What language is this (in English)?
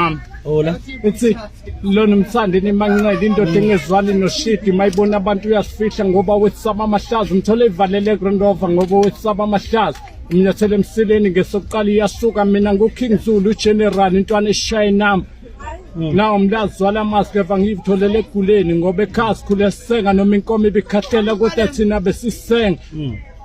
Zulu